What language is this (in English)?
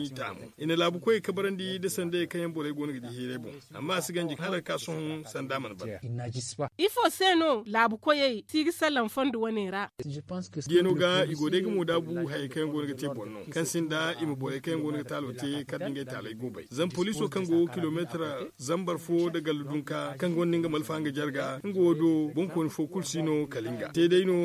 Zarma